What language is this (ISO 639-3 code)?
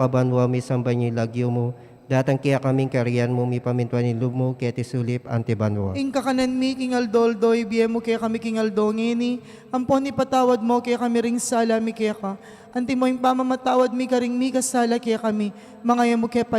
pam